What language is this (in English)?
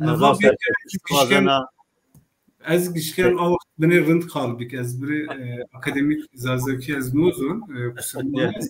Zaza